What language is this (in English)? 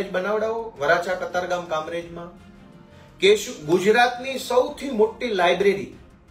Gujarati